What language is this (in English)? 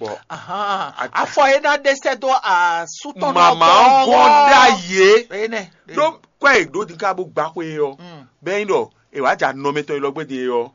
Fon